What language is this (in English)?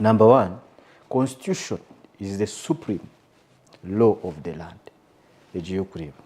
Nyankole